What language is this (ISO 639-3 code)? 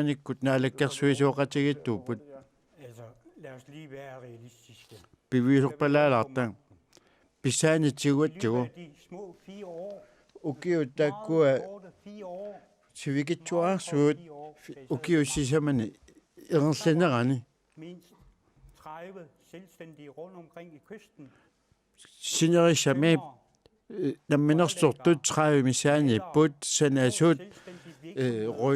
kal